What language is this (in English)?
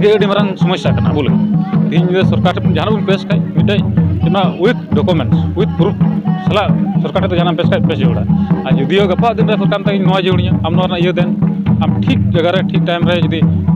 Santali